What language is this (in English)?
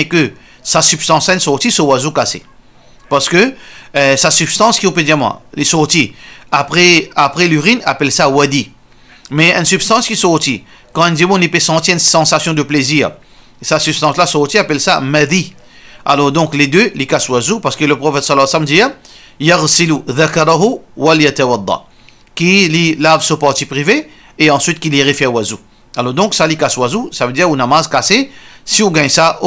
Morisyen